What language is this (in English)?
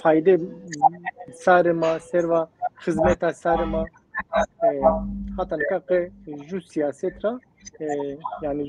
Zaza